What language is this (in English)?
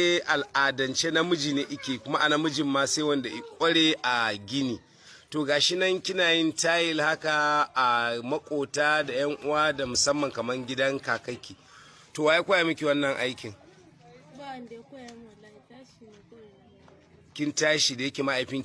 Hausa